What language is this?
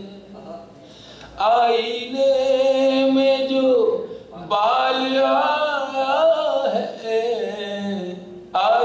Urdu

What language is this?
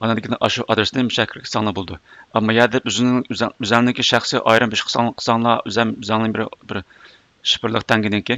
Uyghur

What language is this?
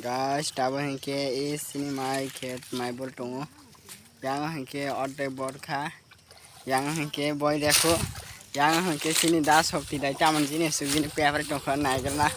Kok Borok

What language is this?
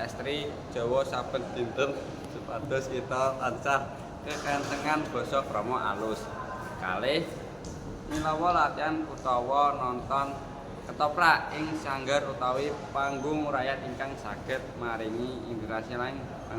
Javanese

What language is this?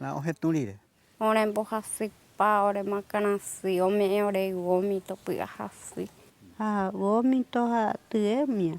Guarani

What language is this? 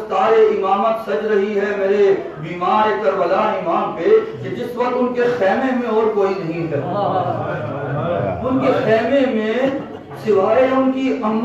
Urdu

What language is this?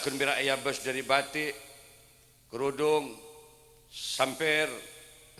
Madurese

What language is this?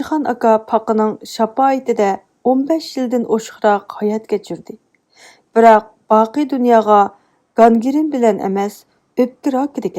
Uyghur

